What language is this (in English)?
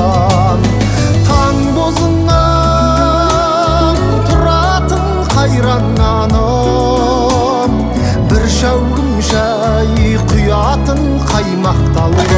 Kazakh